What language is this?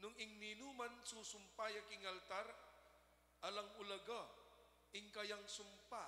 Pampanga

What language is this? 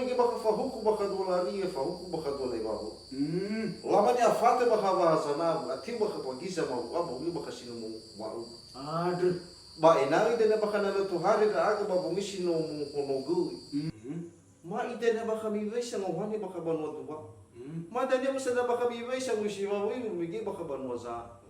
Nias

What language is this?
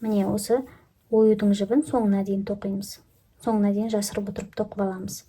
Kazakh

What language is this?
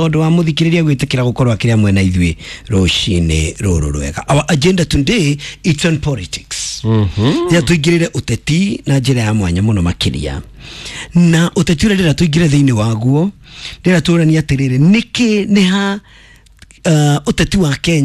Kikuyu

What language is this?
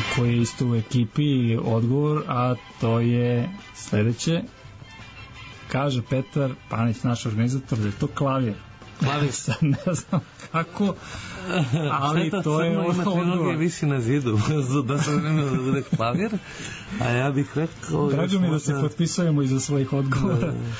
Serbian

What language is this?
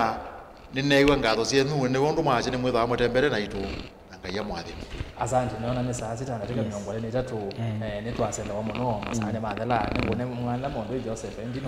Kamba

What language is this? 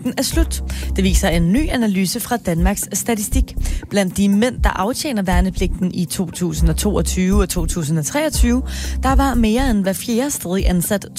Danish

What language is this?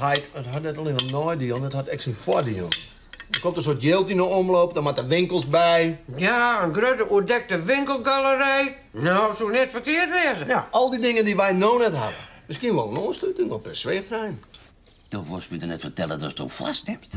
Western Frisian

